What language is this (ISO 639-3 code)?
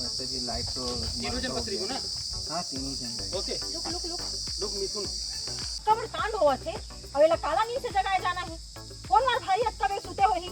hne